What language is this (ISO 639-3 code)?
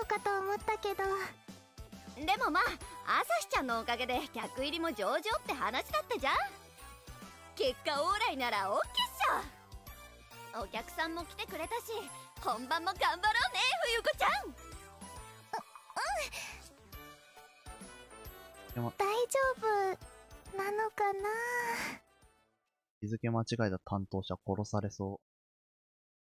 jpn